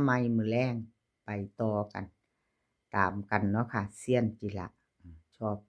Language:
Northeastern Thai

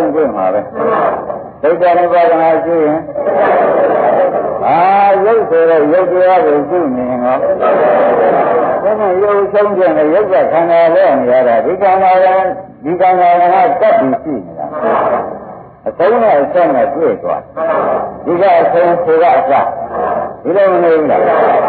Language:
Burmese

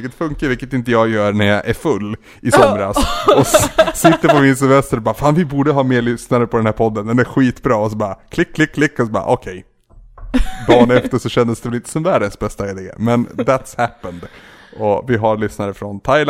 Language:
Swedish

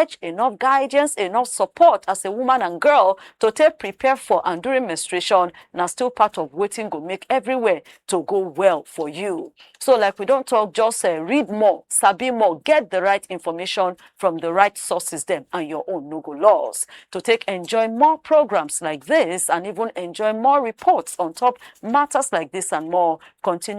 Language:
Nigerian Pidgin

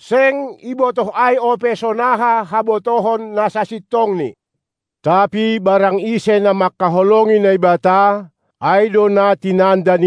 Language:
Batak Simalungun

